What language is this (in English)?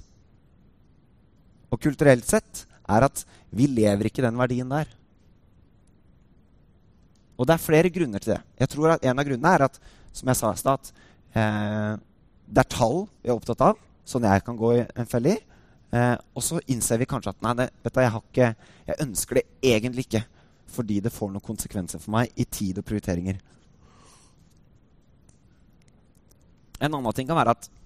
Norwegian